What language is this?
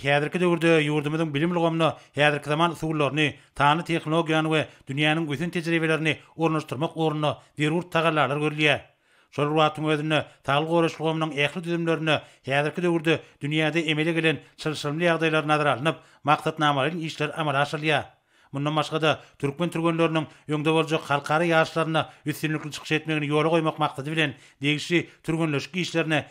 Turkmen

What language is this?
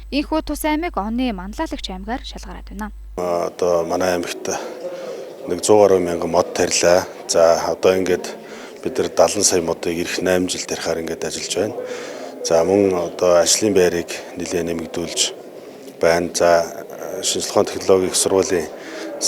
Mongolian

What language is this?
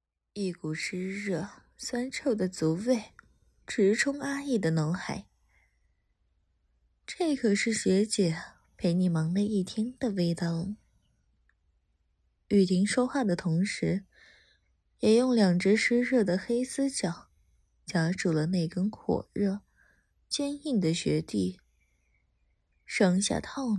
Chinese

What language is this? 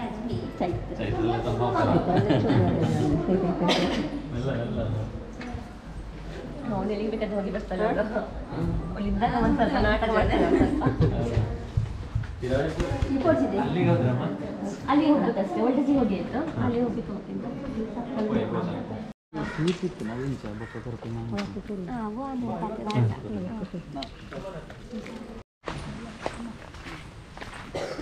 Kannada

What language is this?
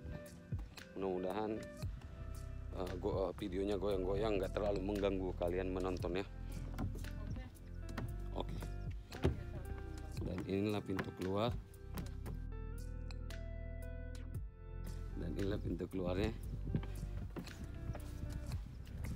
Indonesian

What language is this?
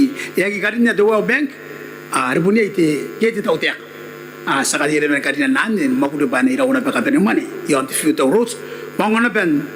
Gilbertese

